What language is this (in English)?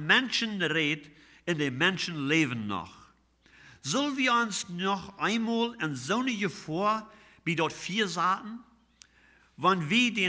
Plautdietsch